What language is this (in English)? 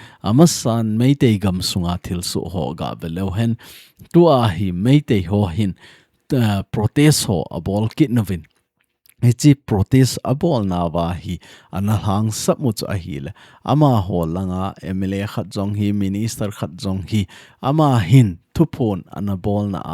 Thado Chin